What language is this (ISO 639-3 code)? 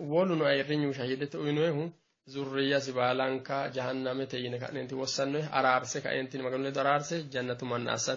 sid